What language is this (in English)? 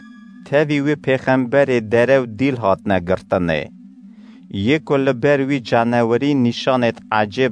Kurdish